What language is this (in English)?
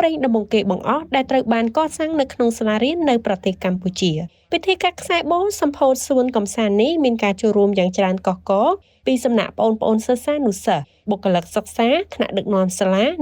Khmer